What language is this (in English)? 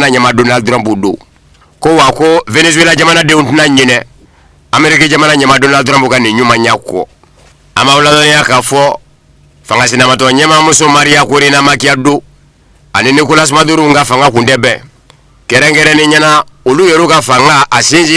Bambara